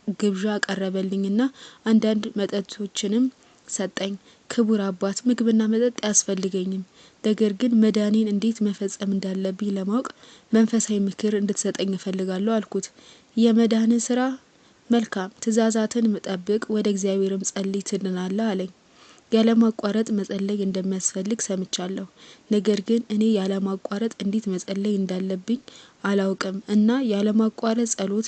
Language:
Amharic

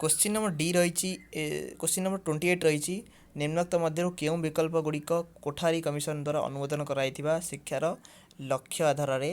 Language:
Odia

